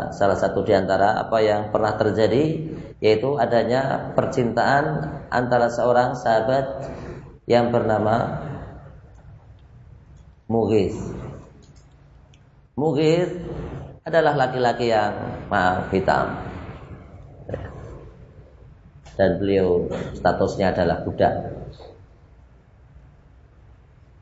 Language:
Indonesian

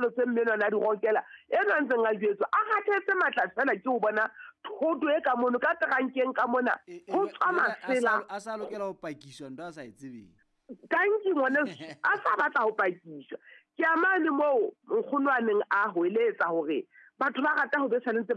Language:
Southern Sotho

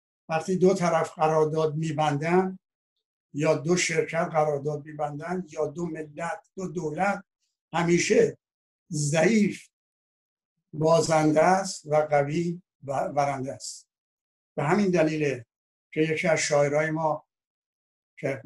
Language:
Persian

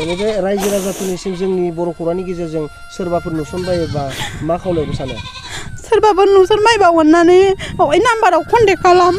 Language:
Bodo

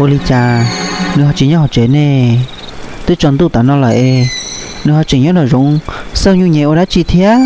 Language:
Hmong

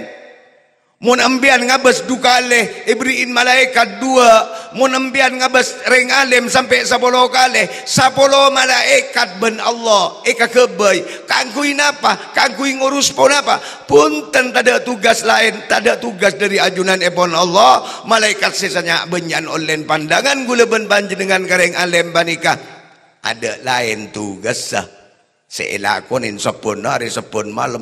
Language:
Madurese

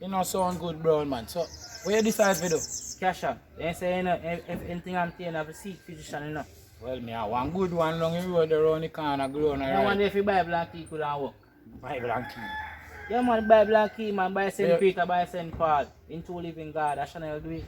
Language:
Jamaican Creole English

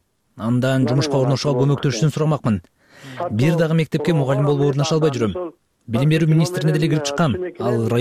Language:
Kyrgyz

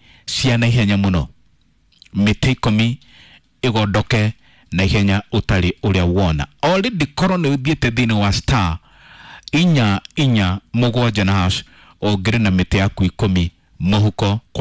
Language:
Kikuyu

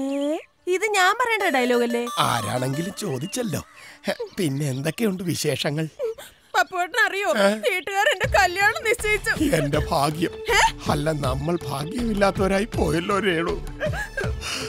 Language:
Malayalam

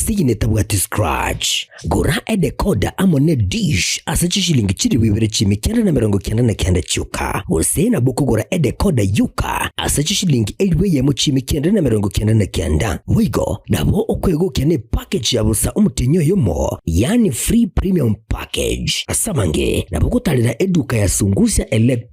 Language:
Gusii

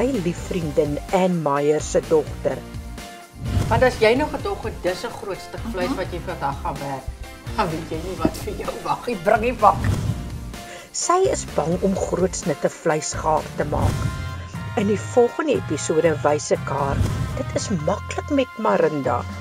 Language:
Afrikaans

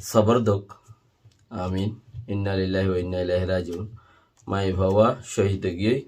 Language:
Rohingya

